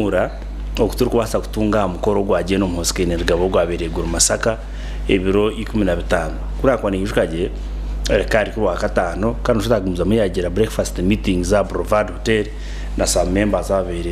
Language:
Nyankole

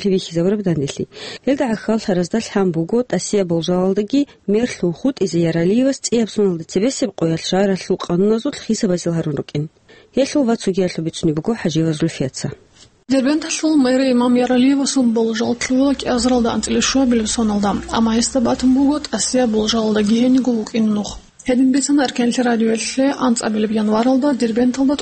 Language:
Avaric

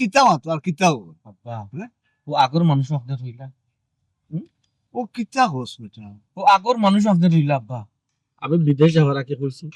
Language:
Sylheti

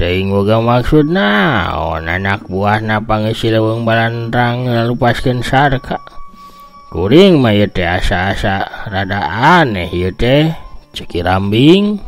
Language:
Sundanese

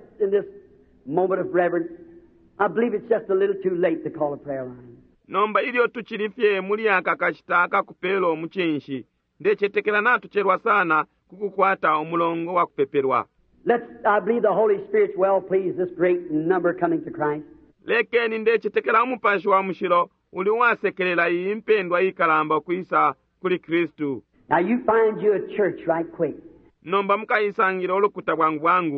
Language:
Bemba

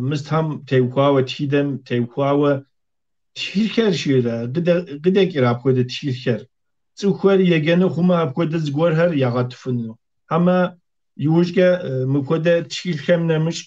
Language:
Kabardian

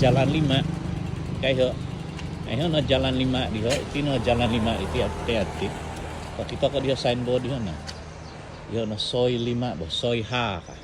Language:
Central Dusun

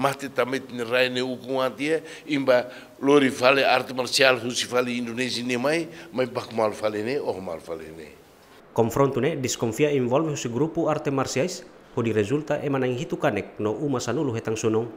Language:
Tetum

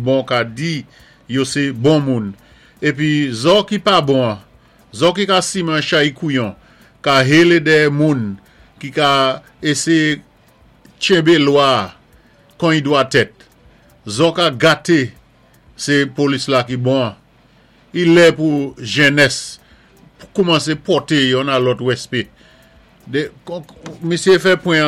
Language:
Saint Lucian Creole French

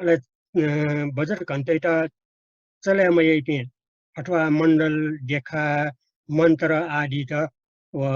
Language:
Newari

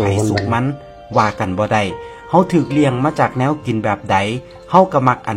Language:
Northeastern Thai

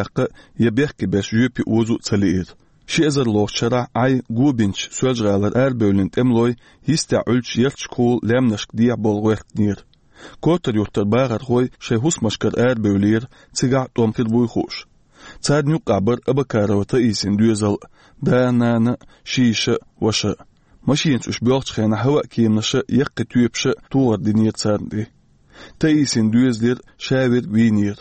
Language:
Chechen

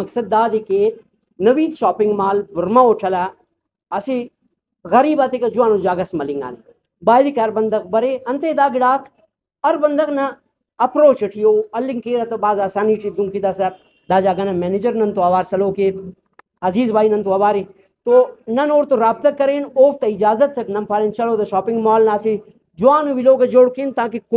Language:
Brahui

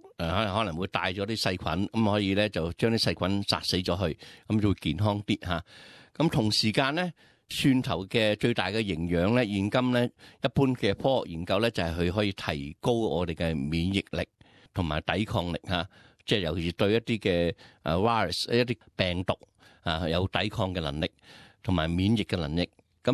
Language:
Cantonese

